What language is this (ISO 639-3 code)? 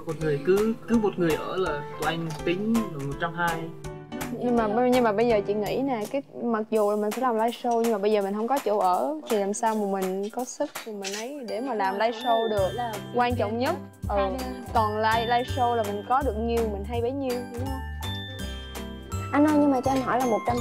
vie